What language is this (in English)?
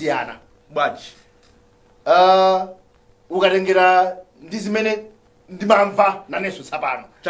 Nyanja